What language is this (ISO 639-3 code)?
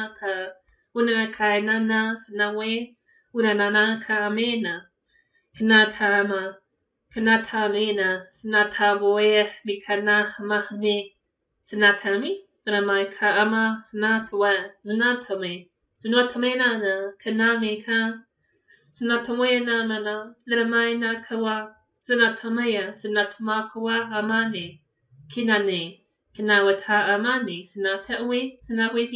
mri